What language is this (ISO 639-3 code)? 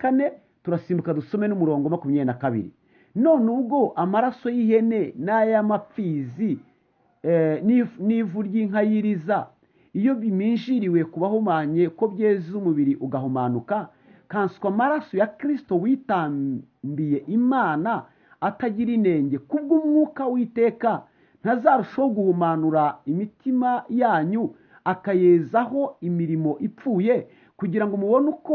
kin